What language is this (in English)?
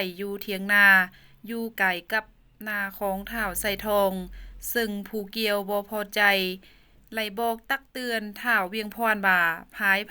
Lao